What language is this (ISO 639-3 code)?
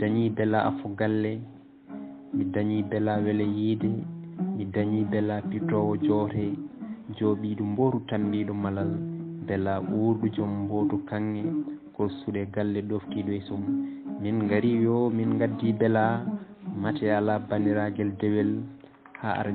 ful